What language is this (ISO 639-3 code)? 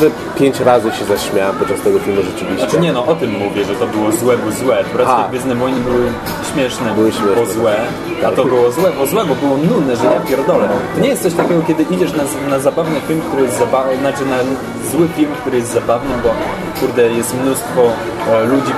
pol